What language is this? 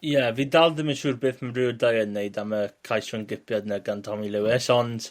Welsh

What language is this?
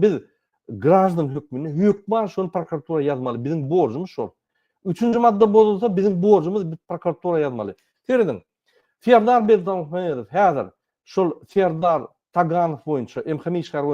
Turkmen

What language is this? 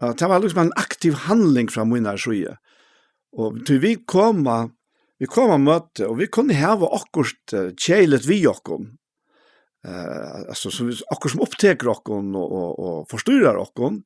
Faroese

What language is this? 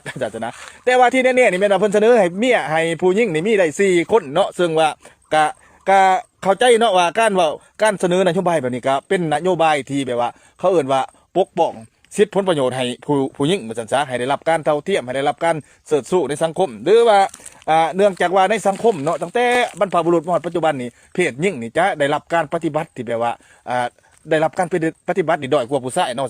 Lao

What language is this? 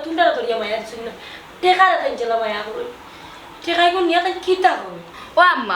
Sylheti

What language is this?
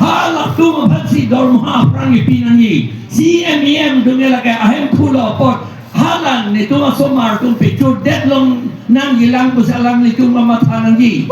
Karbi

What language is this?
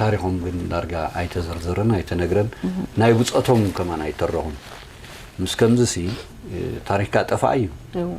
Tigrinya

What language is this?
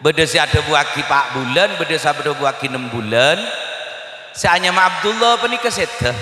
Madurese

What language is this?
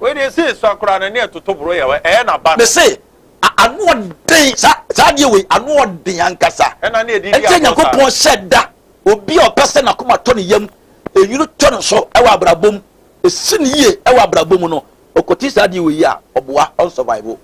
Akan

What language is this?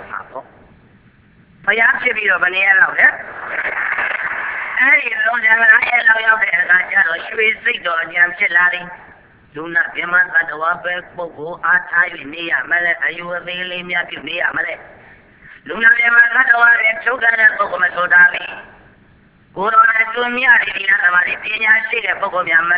Burmese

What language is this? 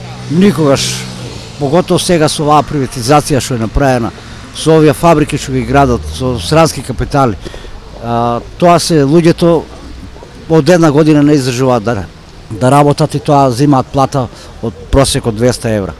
Macedonian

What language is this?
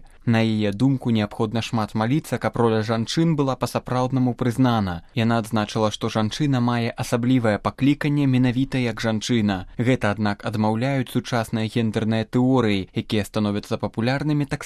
Belarusian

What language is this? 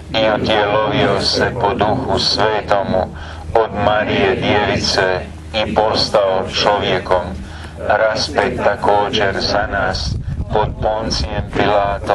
Croatian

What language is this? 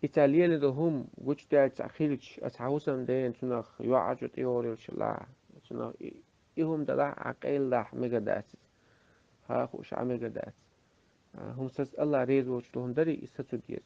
Chechen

